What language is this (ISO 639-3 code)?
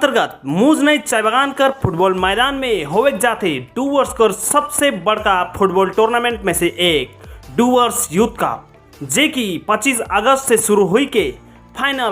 sck